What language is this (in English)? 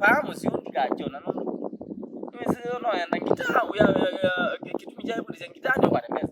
Kamba